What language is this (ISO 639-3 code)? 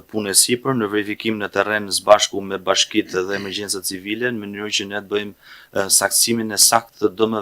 sqi